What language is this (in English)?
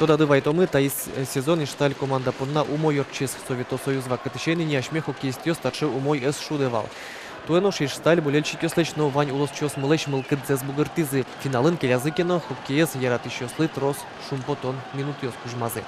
Udmurt